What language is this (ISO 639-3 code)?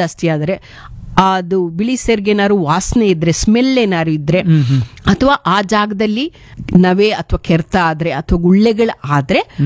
kan